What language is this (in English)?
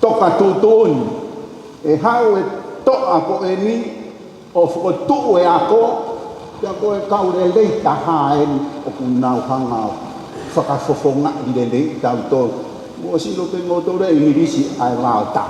Tongan